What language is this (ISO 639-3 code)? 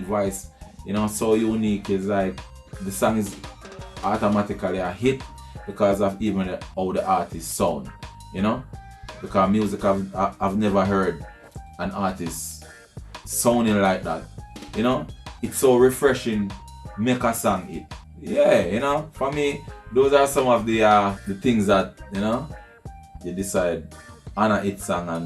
jam